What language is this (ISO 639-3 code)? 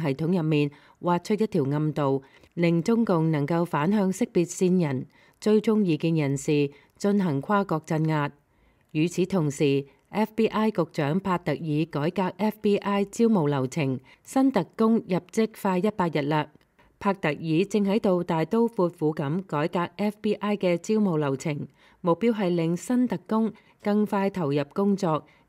yue